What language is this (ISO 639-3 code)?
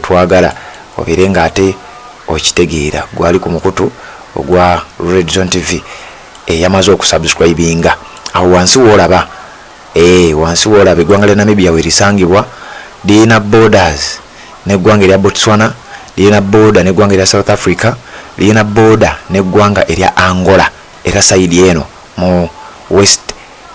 lug